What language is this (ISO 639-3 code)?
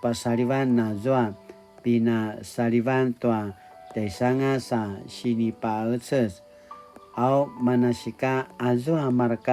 pwn